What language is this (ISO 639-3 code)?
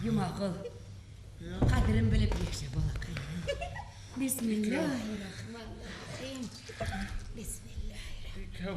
bak